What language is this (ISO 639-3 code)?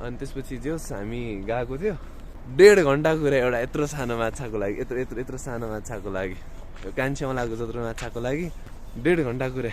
nep